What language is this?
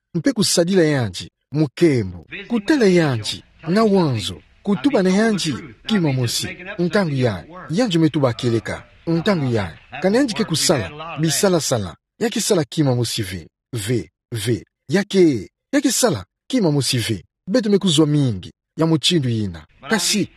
Kituba (Democratic Republic of Congo)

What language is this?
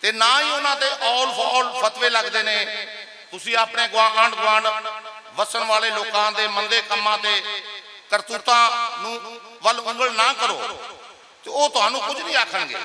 Western Panjabi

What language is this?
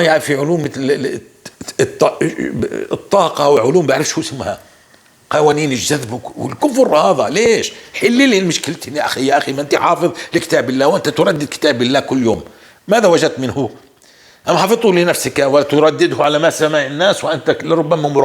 North Levantine Arabic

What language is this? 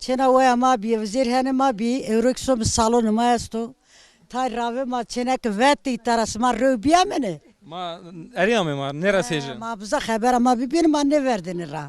Zaza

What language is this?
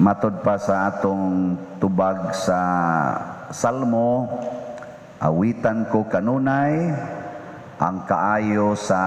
Cebuano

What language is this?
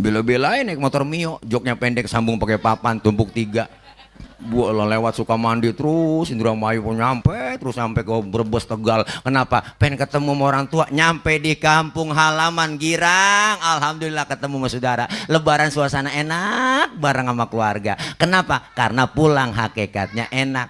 Betawi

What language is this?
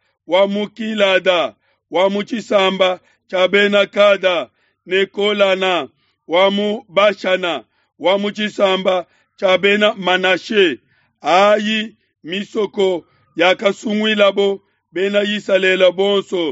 Luba-Lulua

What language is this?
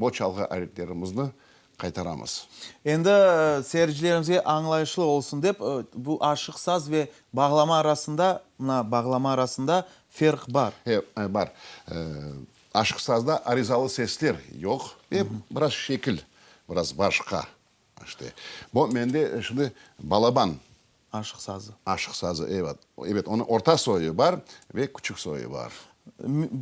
Crimean Tatar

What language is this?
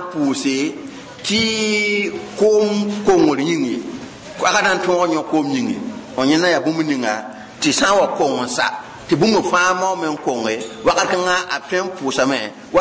Mossi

